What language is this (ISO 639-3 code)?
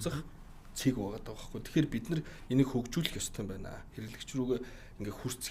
mon